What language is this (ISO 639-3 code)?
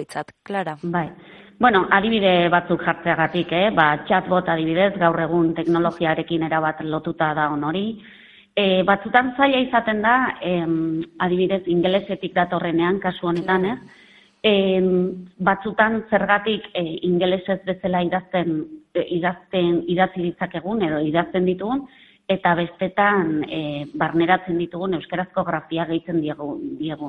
eus